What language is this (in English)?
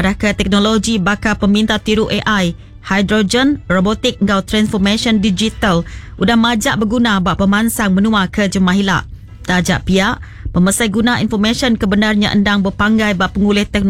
Iban